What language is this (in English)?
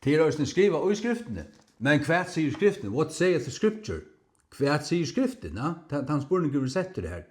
Faroese